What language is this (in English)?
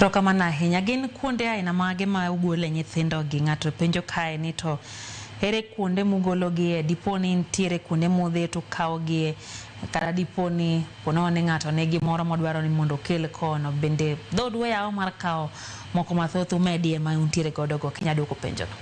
Luo (Kenya and Tanzania)